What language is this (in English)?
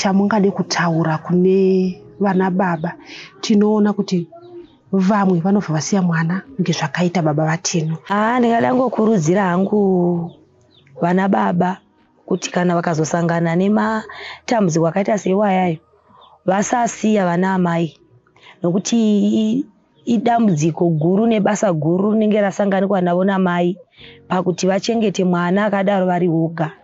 Shona